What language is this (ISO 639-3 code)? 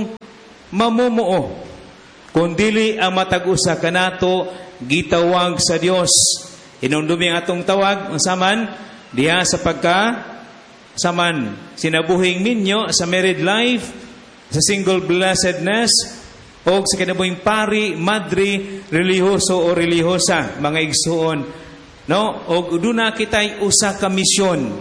ceb